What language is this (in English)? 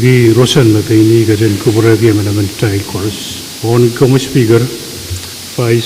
Pohnpeian